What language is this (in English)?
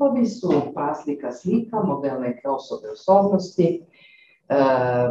Croatian